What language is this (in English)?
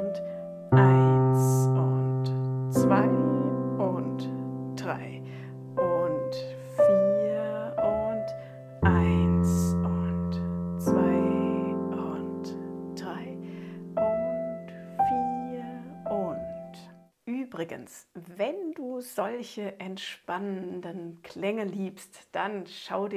German